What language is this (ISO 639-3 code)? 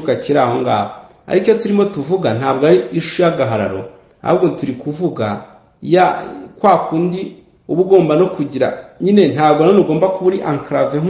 kin